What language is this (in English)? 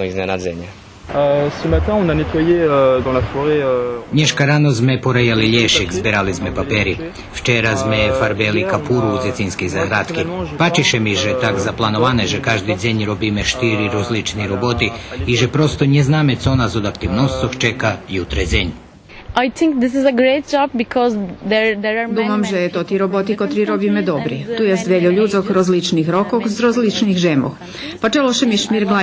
Rusyn